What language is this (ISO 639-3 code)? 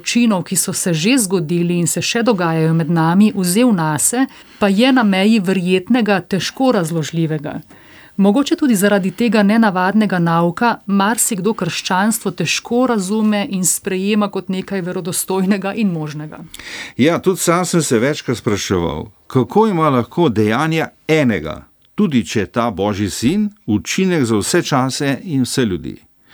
slv